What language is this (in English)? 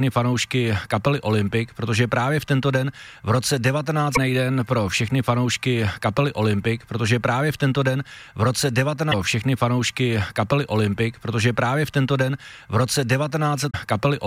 Czech